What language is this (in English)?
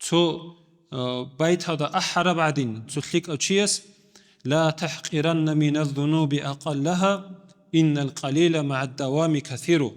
Avaric